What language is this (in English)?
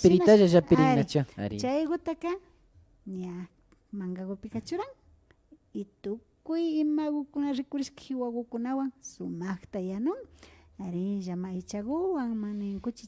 Imbabura Highland Quichua